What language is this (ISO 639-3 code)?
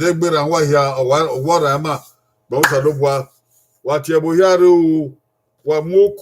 bin